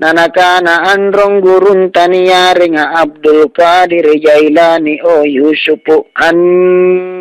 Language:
Makasar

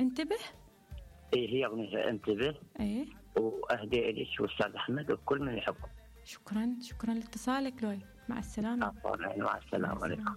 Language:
Mesopotamian Arabic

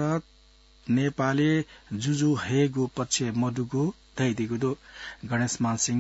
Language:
Newari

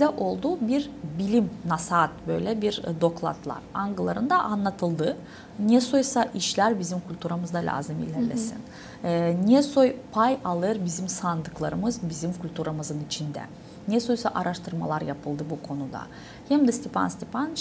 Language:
Gagauz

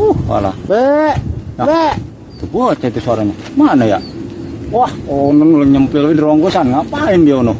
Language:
Betawi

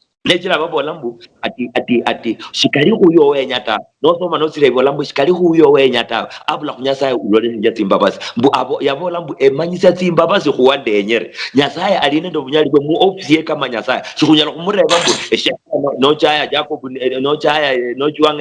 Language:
Luyia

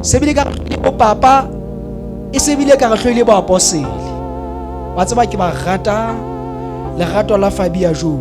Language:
Southern Sotho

